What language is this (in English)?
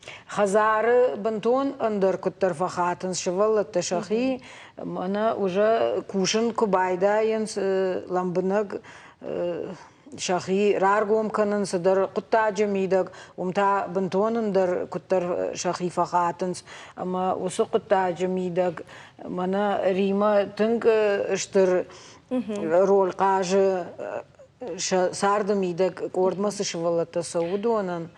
Ossetic